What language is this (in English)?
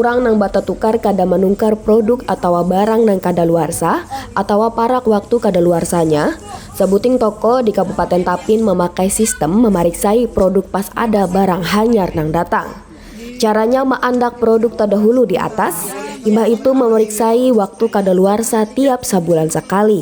Banjar